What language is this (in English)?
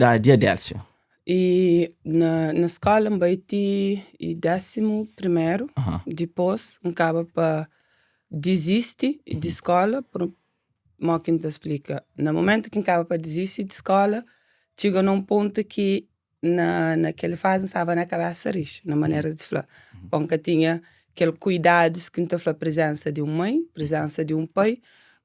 Kabuverdianu